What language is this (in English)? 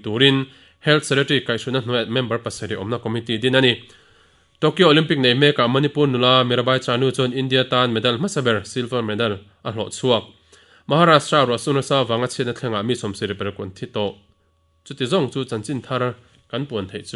Mizo